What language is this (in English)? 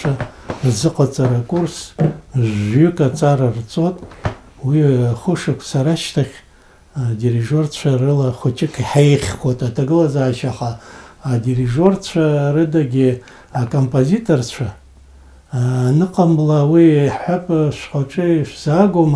Abkhazian